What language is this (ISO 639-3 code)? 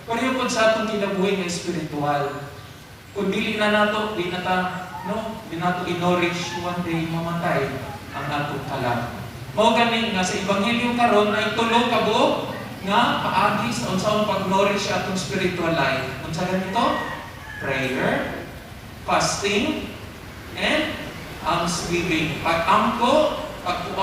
ceb